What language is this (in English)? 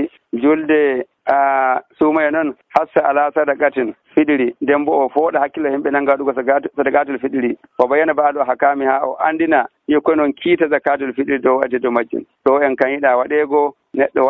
Nigerian Fulfulde